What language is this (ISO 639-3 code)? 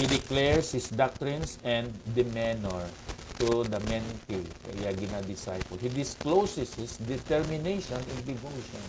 hil